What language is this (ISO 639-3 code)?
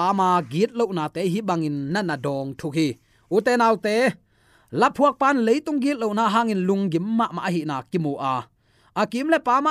ctd